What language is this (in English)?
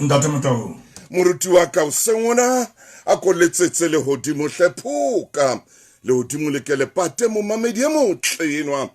Southern Sotho